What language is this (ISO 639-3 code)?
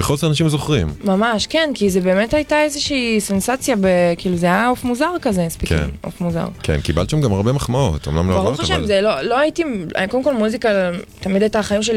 heb